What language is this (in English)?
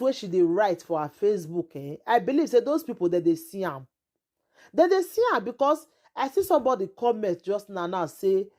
Nigerian Pidgin